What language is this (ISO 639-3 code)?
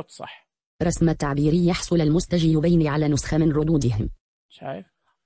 ars